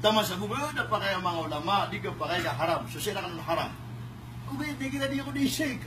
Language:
Maranao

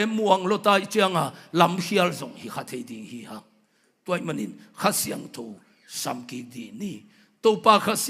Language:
Tedim Chin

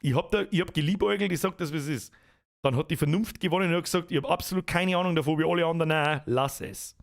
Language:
Bavarian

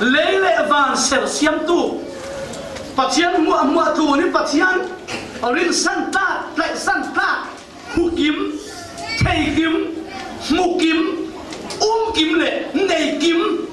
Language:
Falam Chin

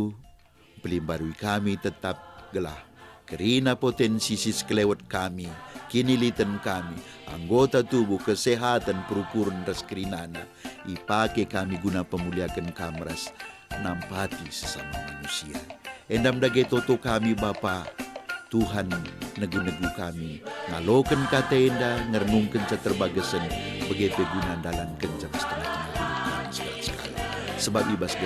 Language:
Batak Karo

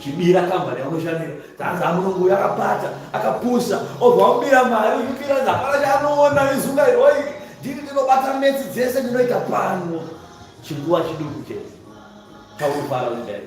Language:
Shona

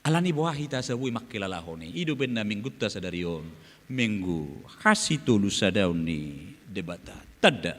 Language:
Batak Toba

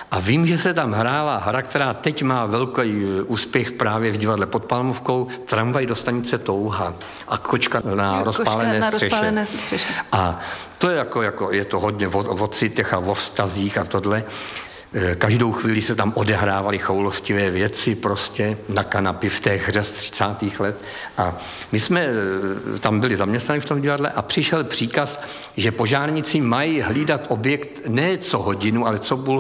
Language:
Czech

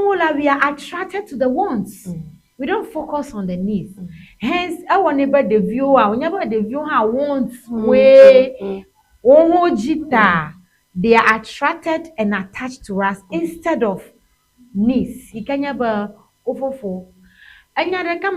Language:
Ewe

